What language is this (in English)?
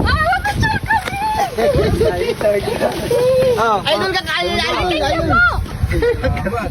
Bikol